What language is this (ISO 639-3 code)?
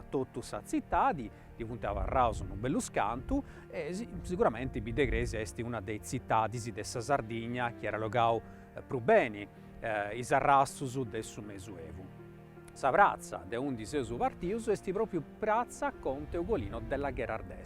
srd